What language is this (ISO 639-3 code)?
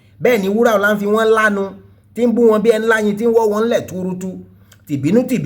yor